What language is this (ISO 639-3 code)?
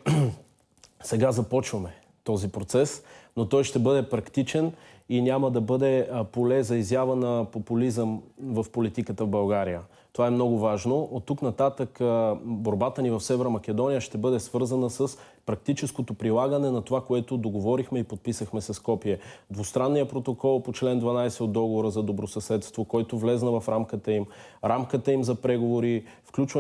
bul